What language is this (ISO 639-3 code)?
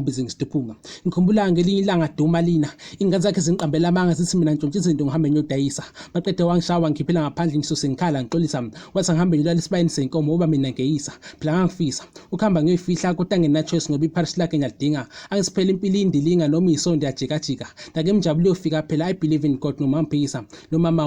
zul